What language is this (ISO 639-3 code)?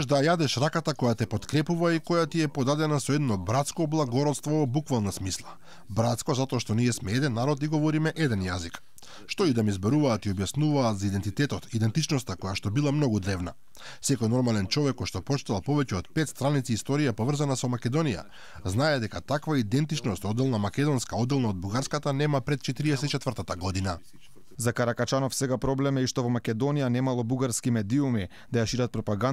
mkd